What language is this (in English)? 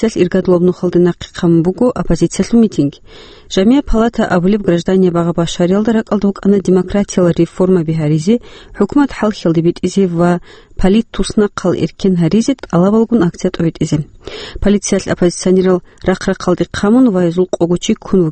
Avaric